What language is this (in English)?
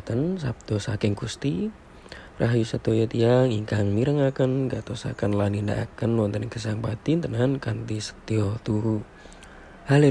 Javanese